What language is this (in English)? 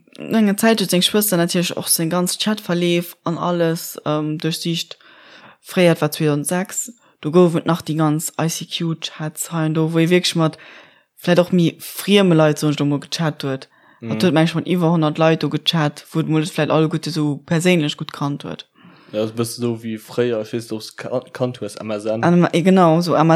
Luxembourgish